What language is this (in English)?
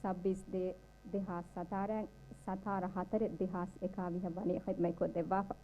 Divehi